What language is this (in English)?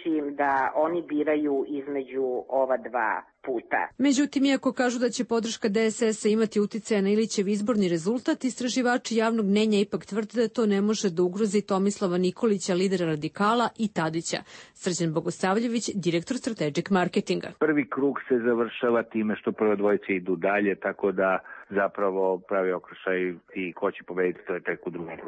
Serbian